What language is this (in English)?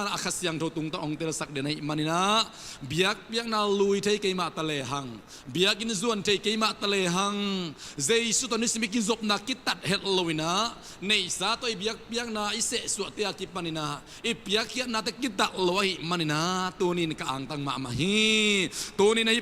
Tedim Chin